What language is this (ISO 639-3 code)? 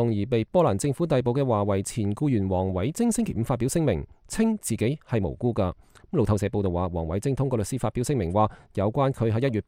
yue